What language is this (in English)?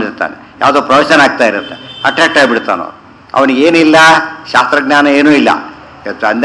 Kannada